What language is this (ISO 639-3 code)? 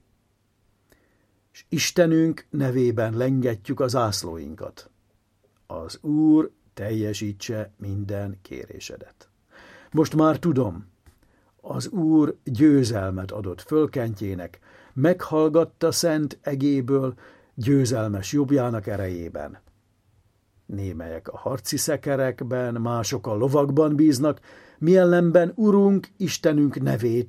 hun